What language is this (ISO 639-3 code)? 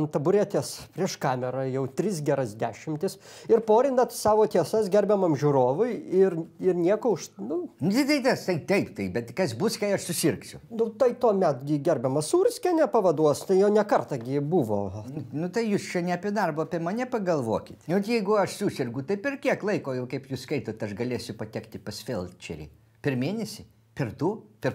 lit